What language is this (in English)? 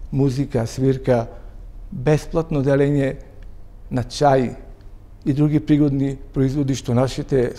Macedonian